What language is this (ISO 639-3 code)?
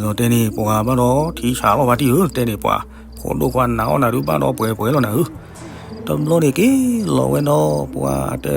ksw